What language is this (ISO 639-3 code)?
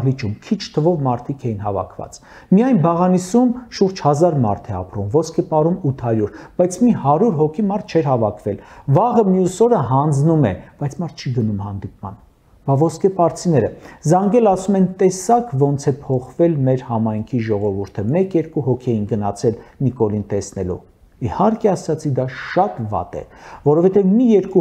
hye